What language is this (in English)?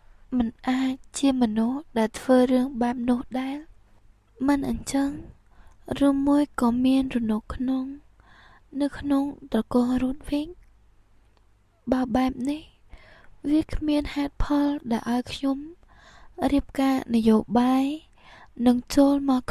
Khmer